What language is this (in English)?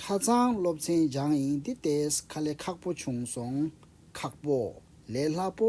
Tibetan